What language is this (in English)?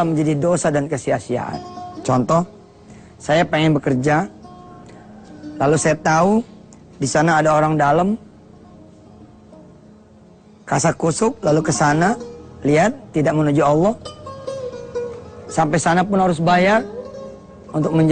Indonesian